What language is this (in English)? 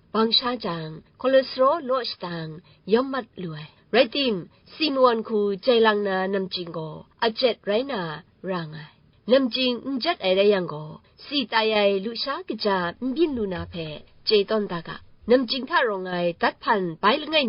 Kachin